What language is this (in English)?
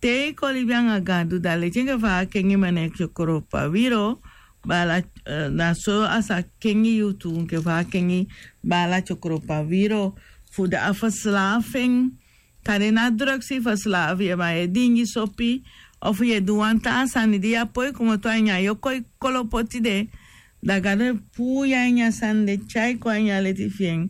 Sranan Tongo